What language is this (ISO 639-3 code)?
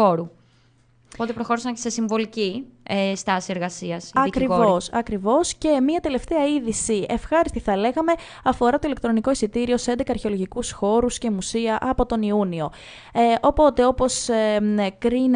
ell